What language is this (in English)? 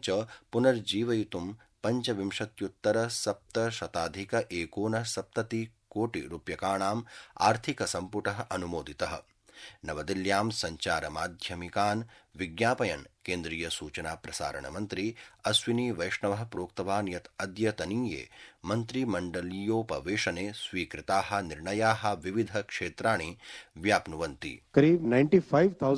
Sanskrit